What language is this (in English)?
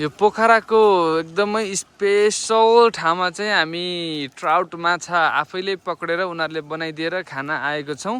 Nepali